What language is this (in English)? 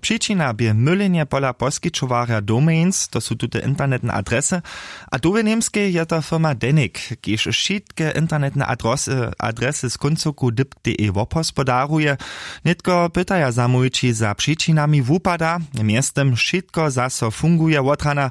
Upper Sorbian